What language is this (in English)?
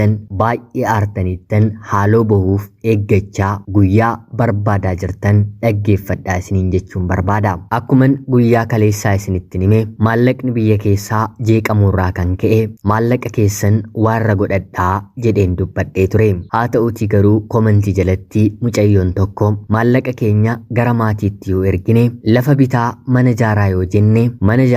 Oromo